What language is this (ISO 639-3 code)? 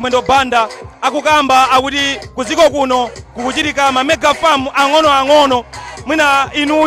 nya